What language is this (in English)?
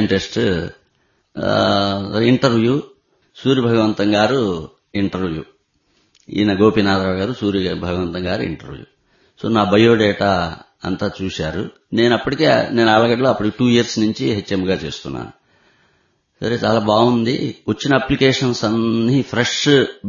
Telugu